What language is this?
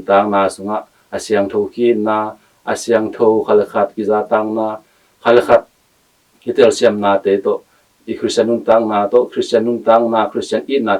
Tedim Chin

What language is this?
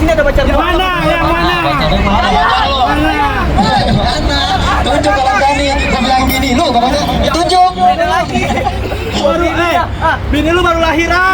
Betawi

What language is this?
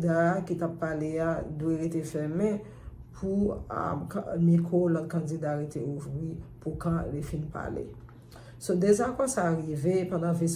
Haitian Creole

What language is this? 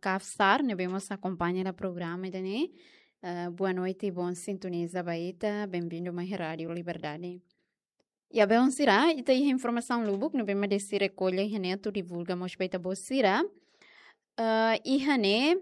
Tetum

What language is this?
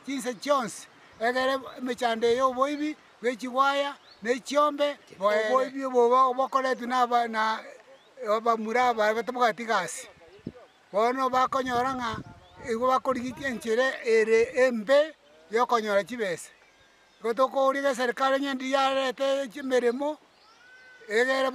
Gusii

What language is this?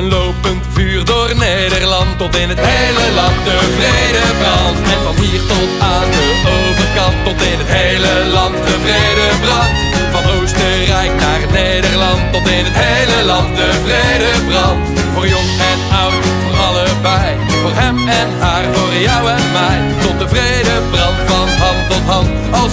Dutch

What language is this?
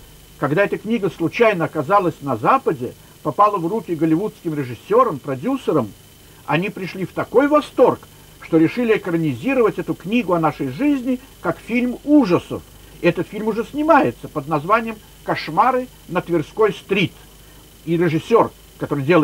Russian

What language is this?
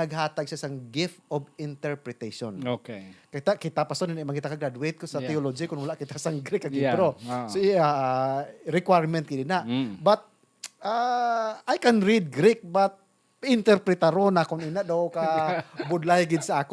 Hiligaynon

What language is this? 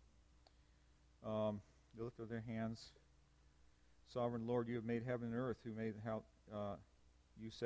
English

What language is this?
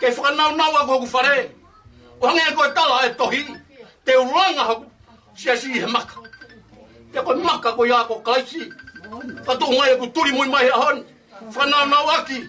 Tongan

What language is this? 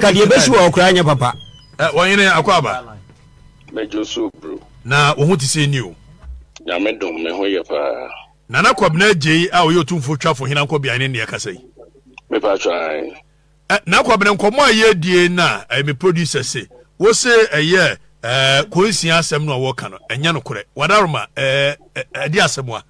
Akan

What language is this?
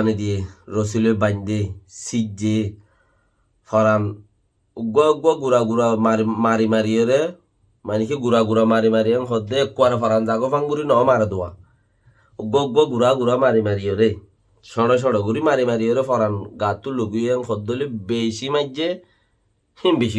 Rohingya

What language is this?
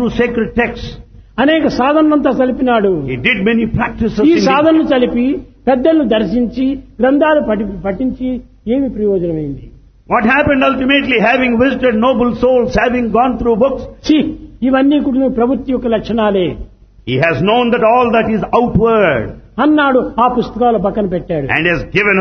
Telugu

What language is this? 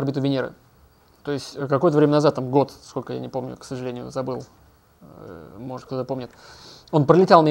Russian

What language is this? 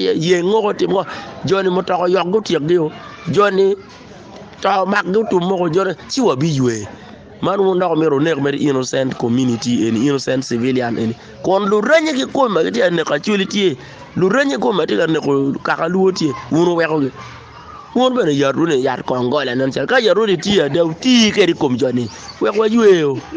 Acoli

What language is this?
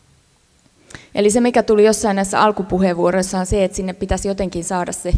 Finnish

